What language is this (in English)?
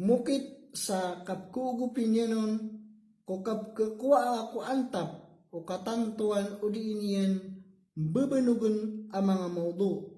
Maranao